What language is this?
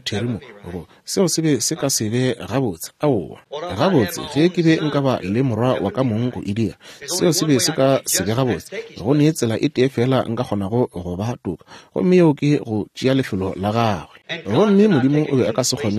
Northern Sotho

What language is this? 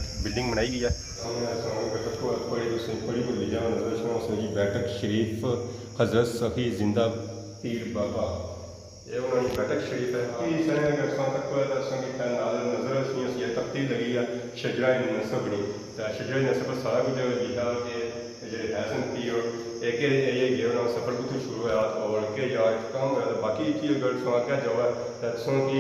Pahari-Potwari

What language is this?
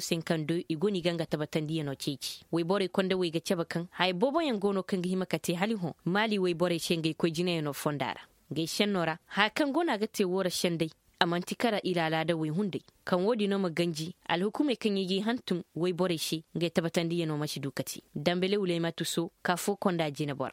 Zarma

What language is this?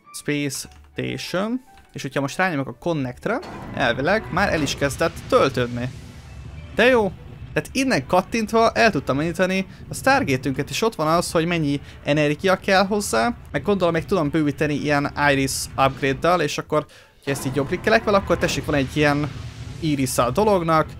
Hungarian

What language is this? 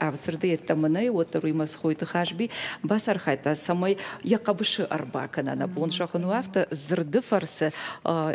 Ossetic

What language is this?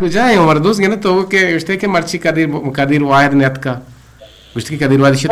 Eastern Balochi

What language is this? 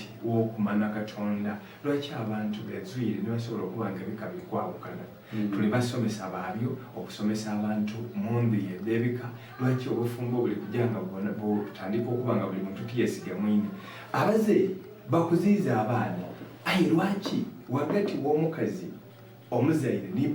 Soga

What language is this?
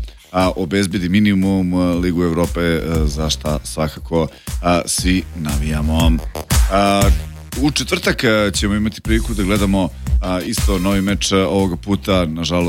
Serbian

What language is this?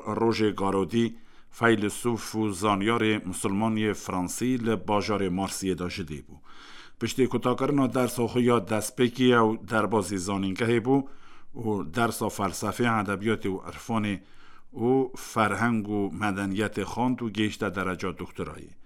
Kurdish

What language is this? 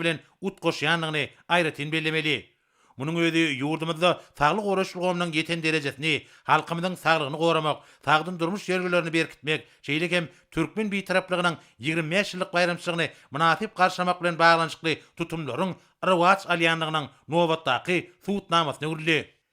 Turkmen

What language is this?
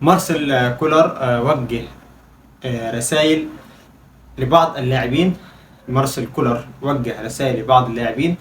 Egyptian Arabic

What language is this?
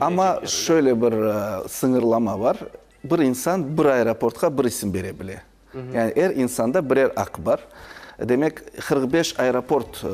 Crimean Tatar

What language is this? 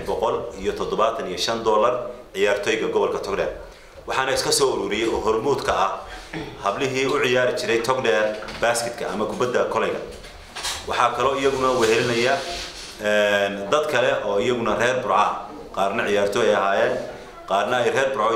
Somali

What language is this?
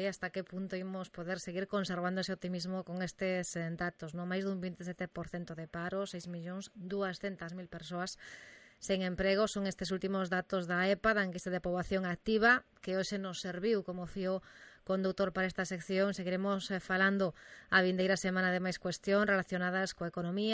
Galician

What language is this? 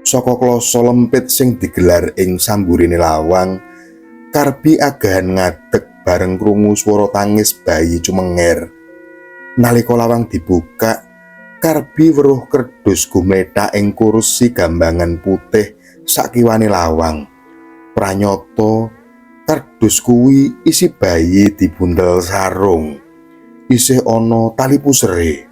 Javanese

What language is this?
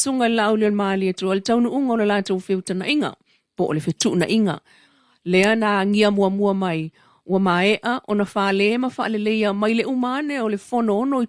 Samoan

